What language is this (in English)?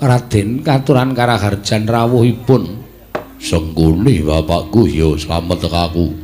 Javanese